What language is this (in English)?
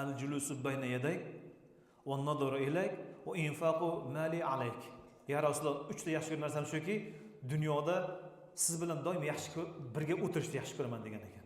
Uzbek